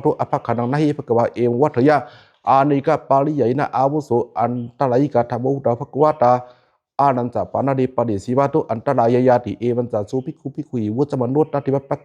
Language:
Pali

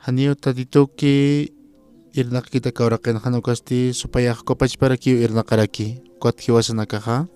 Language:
Aymara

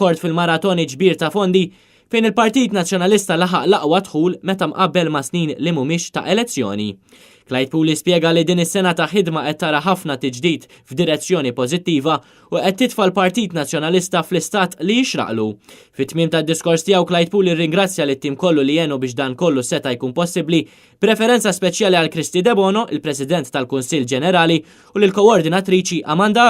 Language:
Maltese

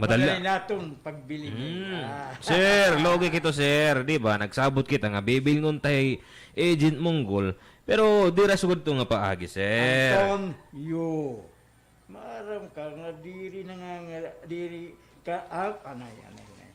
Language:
Waray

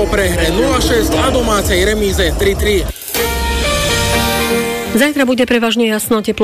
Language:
Slovak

